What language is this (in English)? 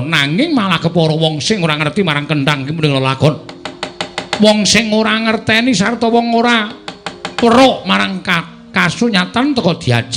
Javanese